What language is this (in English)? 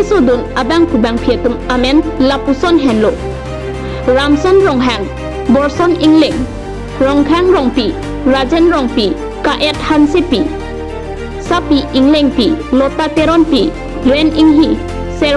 Karbi